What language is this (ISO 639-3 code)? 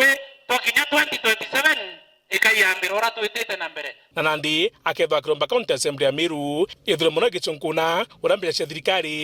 mer